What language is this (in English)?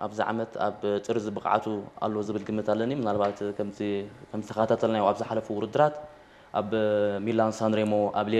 Tigrinya